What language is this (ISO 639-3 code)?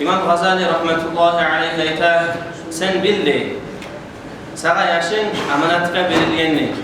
kum